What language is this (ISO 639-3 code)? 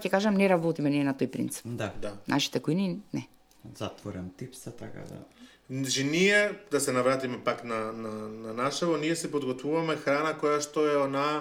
mkd